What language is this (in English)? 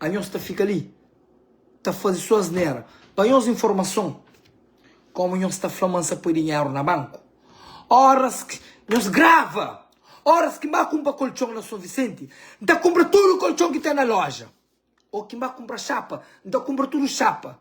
Kabuverdianu